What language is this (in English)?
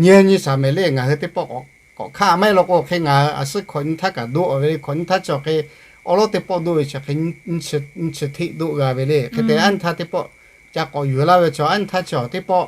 Lahu